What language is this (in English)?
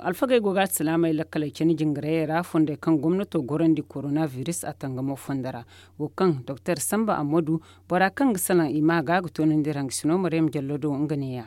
Zarma